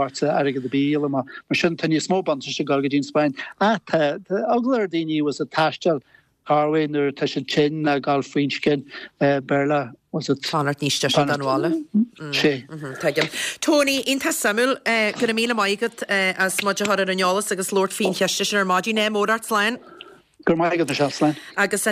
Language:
Irish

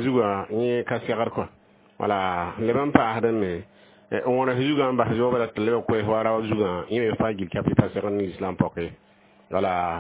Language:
Mossi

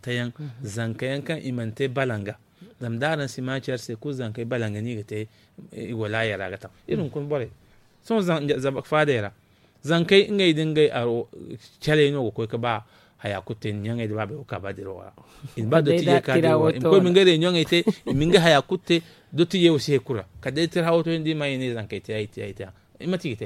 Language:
Zarma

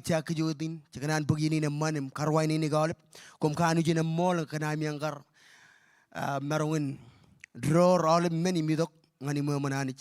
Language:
Marshallese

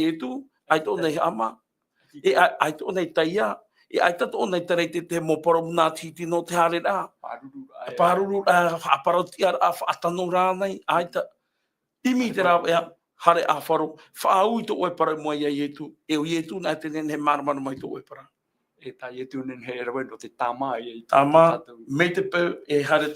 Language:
Tahitian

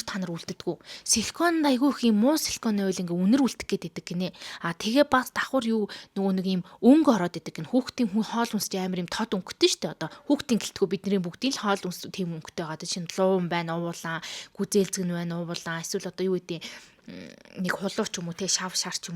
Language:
Mongolian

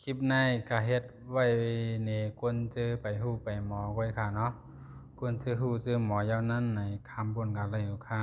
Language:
Shan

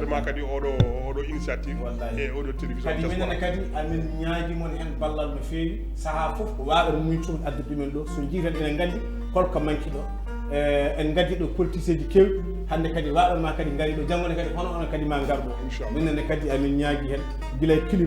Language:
Fula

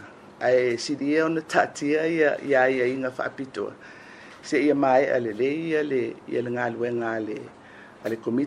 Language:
Samoan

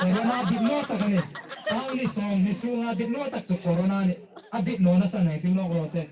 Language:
Hmar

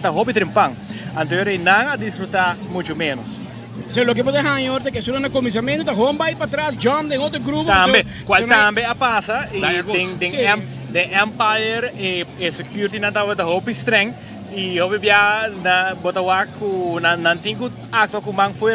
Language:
Papiamento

